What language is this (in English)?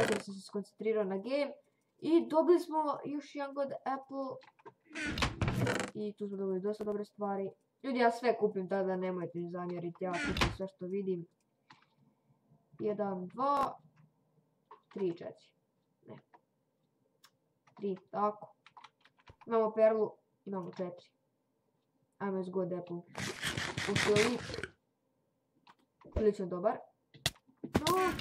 Croatian